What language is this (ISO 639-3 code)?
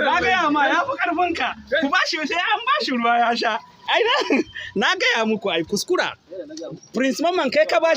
hau